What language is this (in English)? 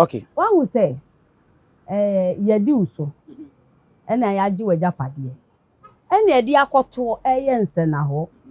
Akan